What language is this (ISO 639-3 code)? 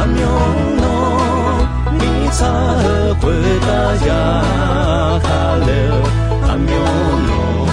ahk